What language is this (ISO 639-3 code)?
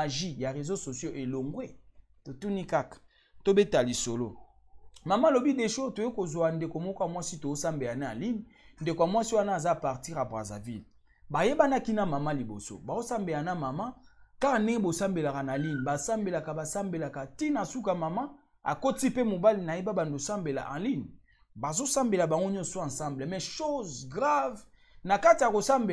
lin